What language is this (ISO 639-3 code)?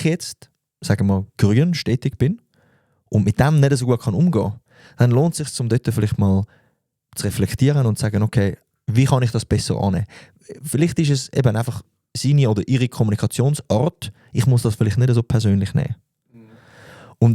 gsw